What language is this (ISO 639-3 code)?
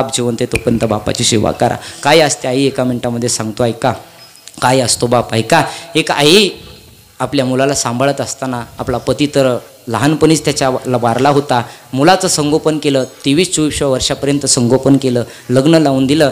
mar